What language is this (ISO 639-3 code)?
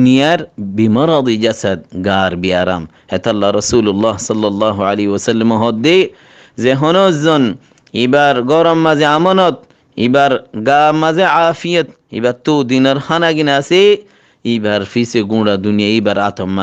rhg